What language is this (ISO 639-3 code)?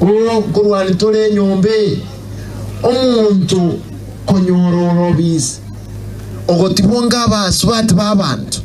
guz